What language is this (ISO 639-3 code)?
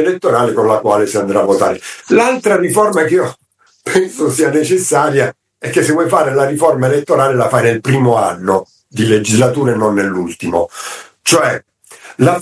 ita